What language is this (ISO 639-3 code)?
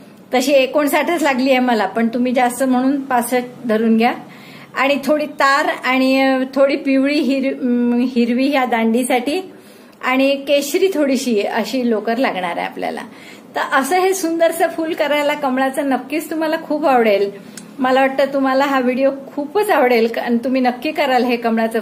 mar